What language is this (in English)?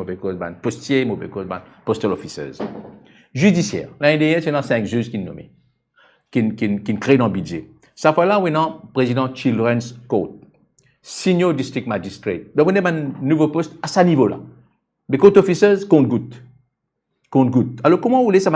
Morisyen